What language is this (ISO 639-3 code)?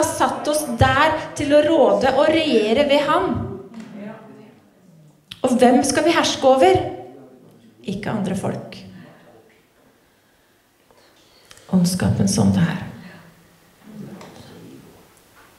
nor